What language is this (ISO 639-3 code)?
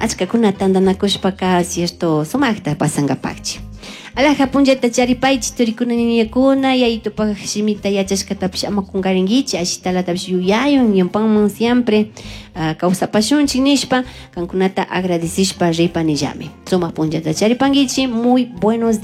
qug